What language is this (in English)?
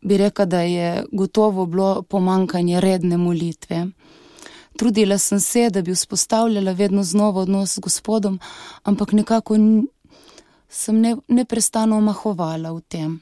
Slovenian